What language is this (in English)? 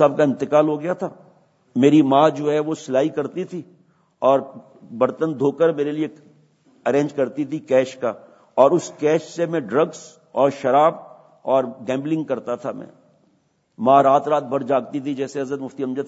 Urdu